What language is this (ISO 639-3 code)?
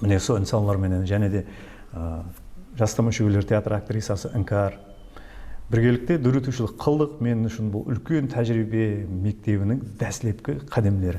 kaa